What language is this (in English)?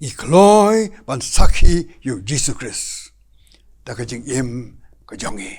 Khasi